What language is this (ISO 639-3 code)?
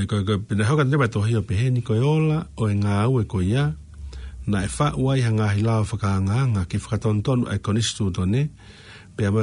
ton